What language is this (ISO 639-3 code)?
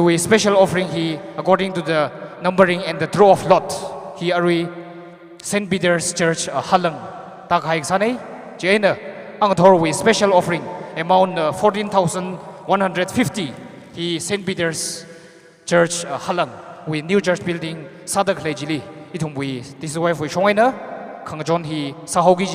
nmf